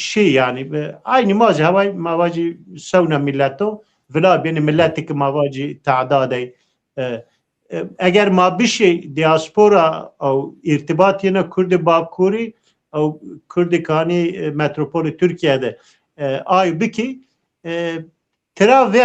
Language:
Zaza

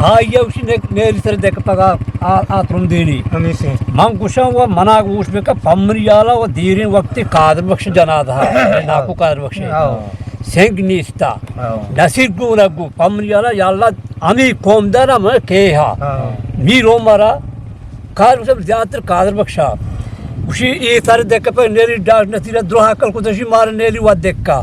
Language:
Eastern Balochi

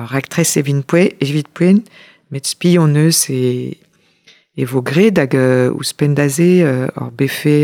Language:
Breton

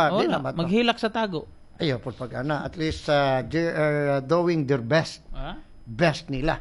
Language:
Cebuano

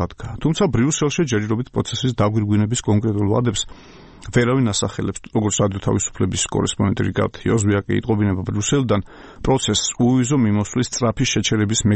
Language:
Georgian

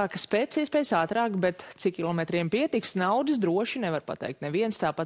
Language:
Latvian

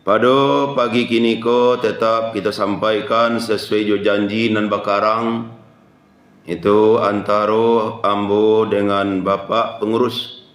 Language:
Minangkabau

